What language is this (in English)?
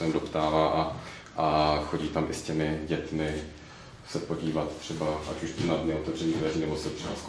Czech